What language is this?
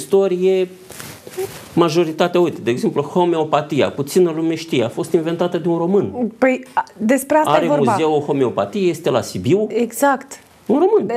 Romanian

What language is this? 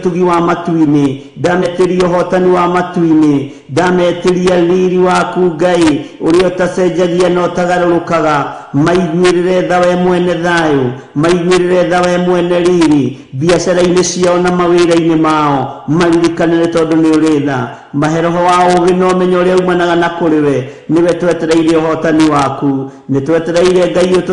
Kikuyu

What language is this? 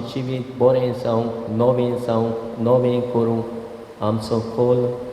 Konkani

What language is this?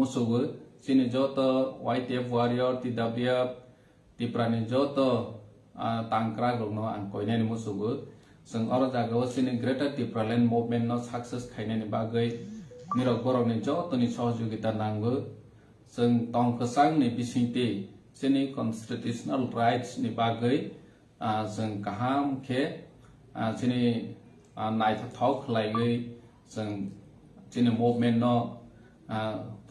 Kok Borok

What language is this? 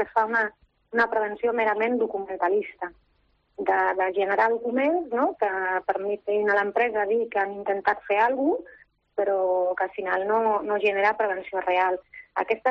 Catalan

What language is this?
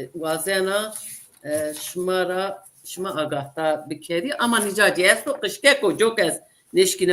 Zaza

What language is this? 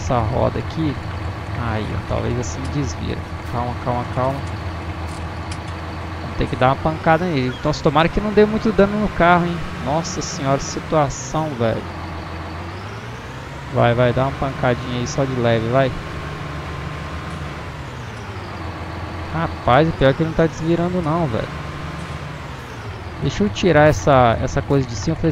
Portuguese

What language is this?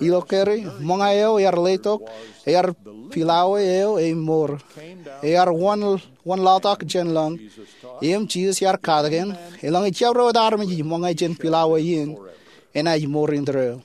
Marshallese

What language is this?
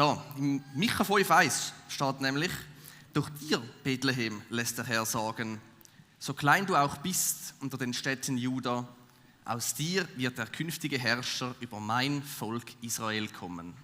Swiss German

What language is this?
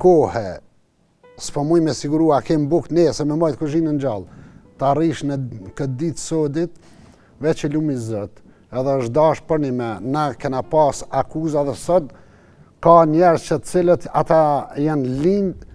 Albanian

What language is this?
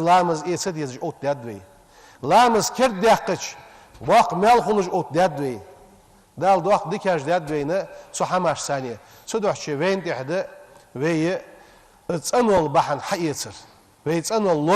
Ingush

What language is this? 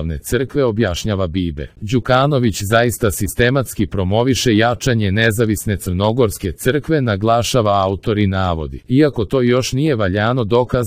Serbian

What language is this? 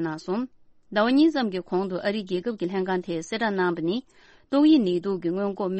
Tibetan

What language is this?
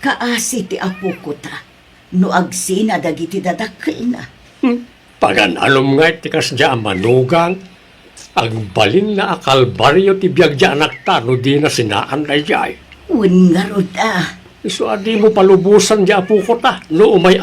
Iloko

